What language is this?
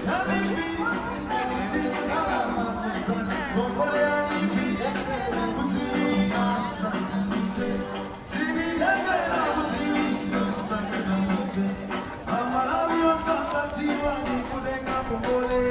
Nyanja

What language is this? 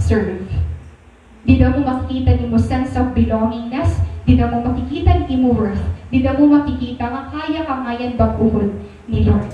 Waray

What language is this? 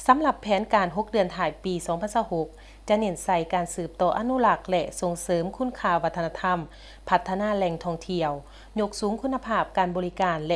Lao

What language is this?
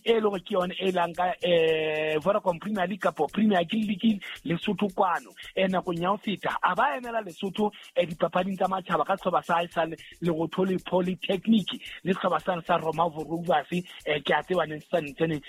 Southern Sotho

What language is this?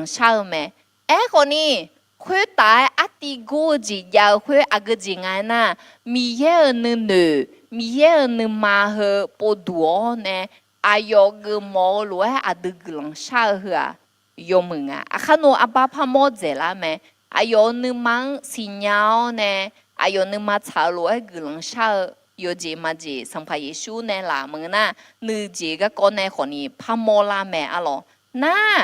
Akha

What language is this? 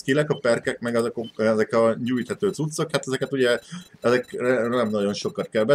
Hungarian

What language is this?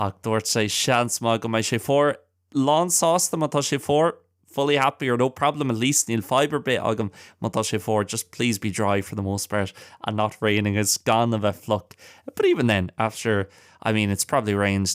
Irish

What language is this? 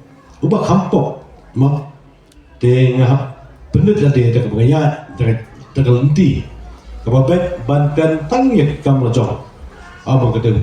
Khasi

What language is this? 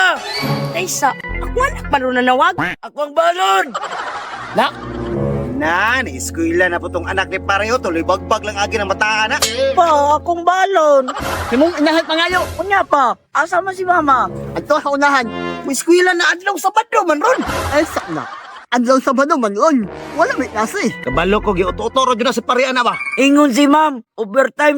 Cebuano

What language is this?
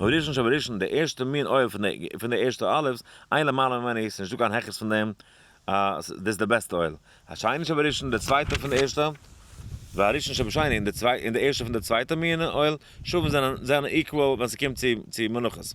Yiddish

